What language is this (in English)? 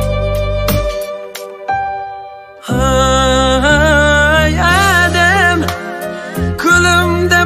Kazakh